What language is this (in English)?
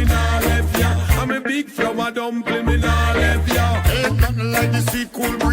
Jamaican Creole English